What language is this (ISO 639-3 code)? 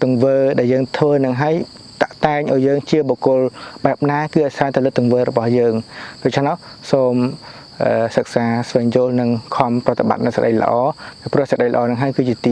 khm